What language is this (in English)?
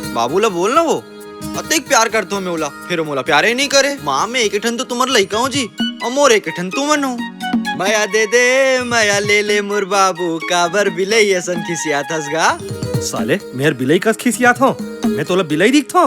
Chhattisgarhi